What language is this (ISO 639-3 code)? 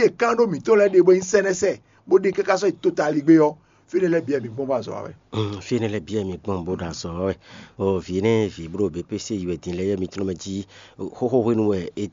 fon